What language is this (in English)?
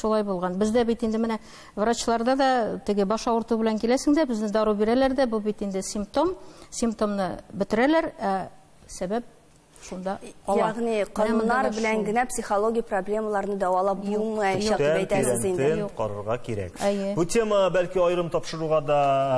Tatar